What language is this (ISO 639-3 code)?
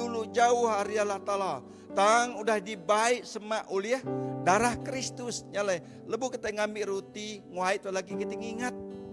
iba